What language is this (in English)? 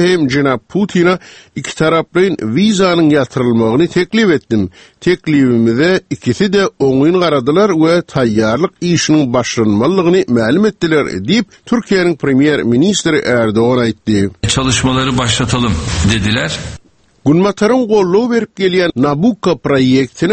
Turkmen